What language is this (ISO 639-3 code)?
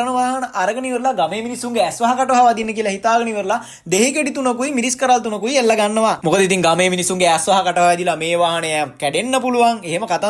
sin